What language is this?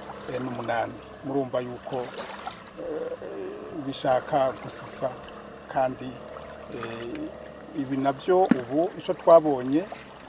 Rundi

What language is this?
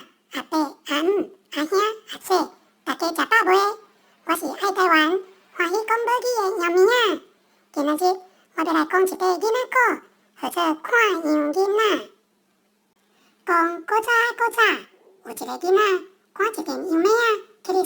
Min Nan Chinese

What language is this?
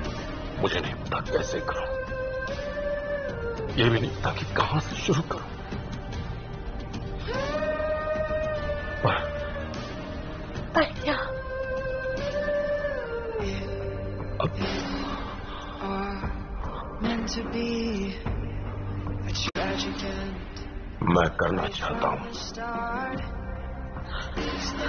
Hindi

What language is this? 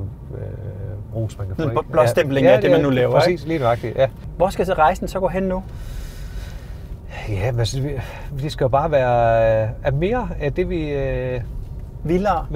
Danish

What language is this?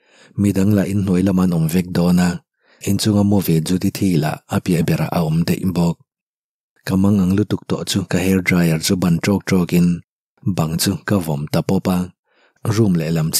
Mizo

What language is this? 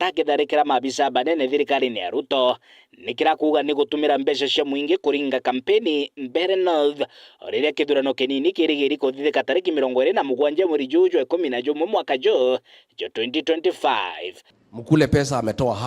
Meru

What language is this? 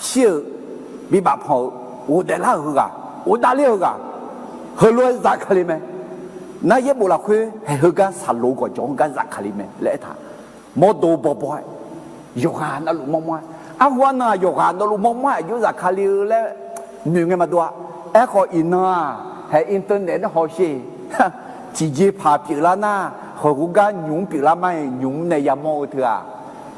Akha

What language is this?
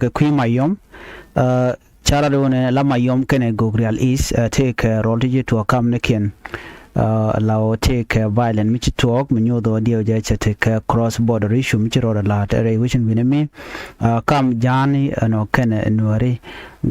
Nuer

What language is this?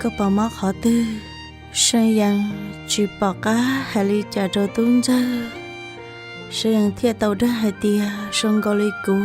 Hmong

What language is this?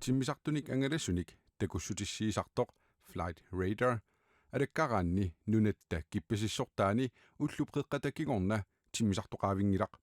Kalaallisut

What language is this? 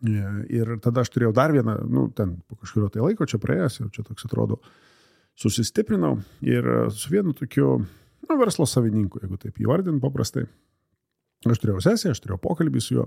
Lithuanian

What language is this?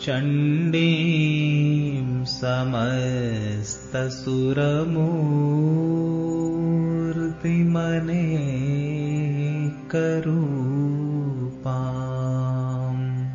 Sanskrit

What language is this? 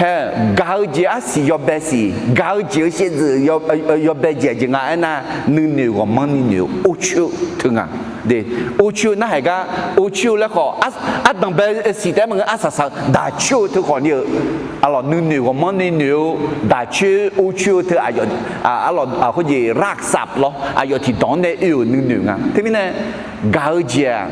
Akha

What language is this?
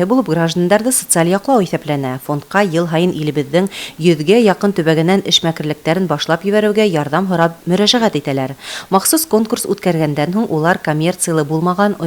Bashkir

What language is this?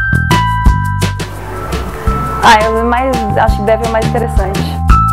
Portuguese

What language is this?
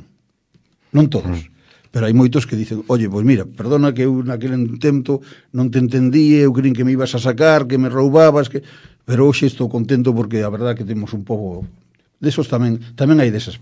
Galician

